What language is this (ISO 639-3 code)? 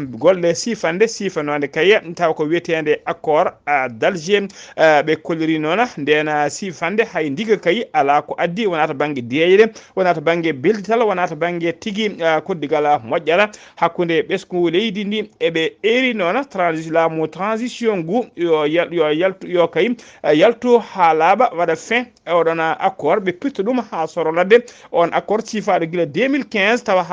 ful